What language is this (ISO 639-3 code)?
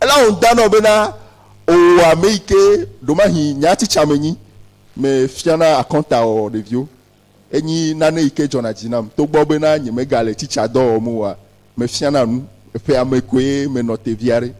ewe